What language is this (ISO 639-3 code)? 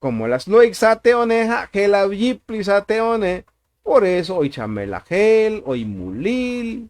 tzo